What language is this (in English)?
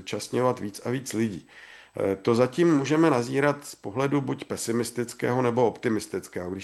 Czech